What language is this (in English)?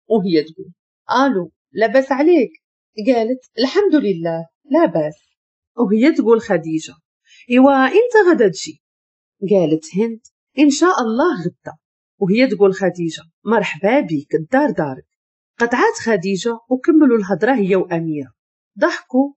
Moroccan Arabic